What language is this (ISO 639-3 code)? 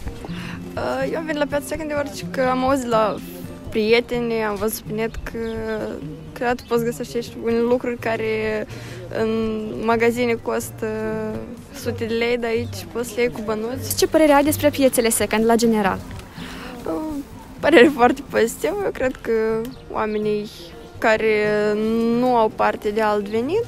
ron